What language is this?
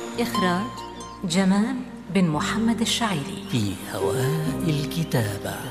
Arabic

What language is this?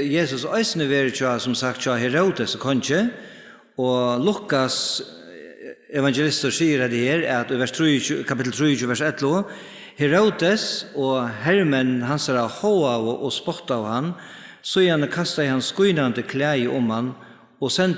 Faroese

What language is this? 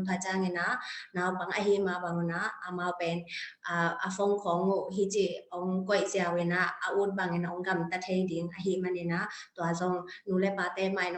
Tedim Chin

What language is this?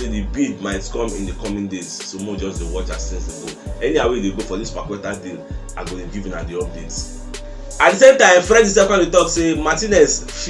Nigerian Pidgin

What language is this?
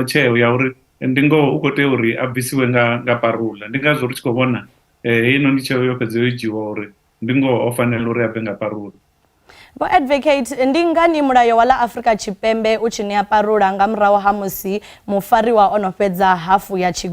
Venda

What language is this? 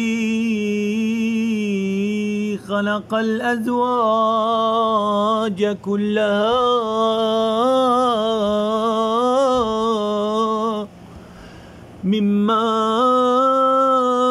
Arabic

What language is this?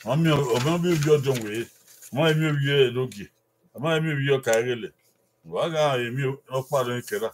Bini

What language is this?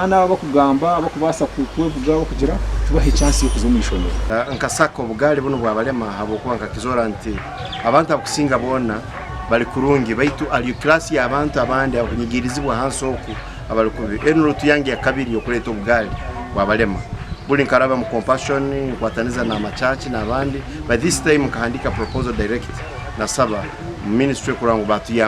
Nyankole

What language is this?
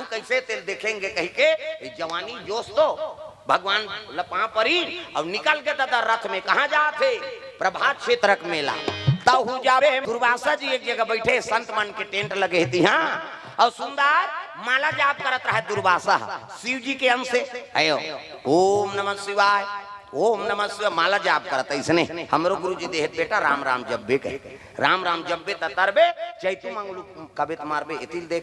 Chhattisgarhi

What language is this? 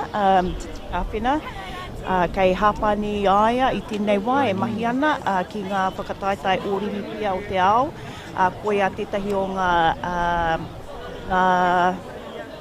Māori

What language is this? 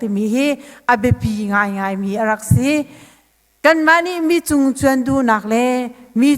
Hakha Chin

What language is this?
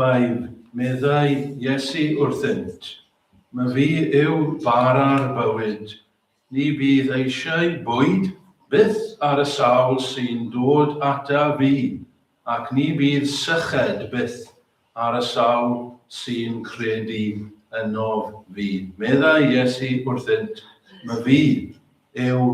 Welsh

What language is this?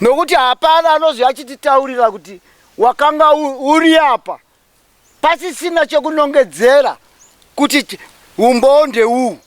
Shona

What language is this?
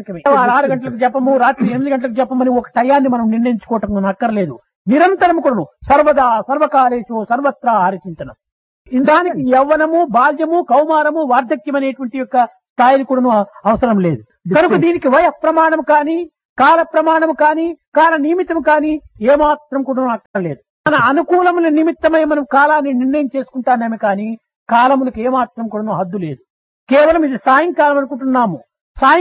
Telugu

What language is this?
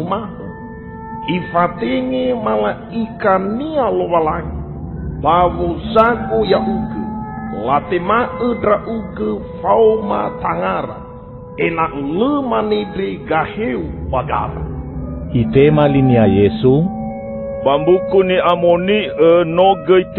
Nias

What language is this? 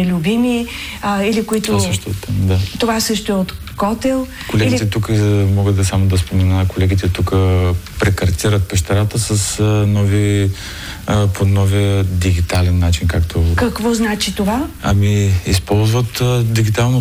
Bulgarian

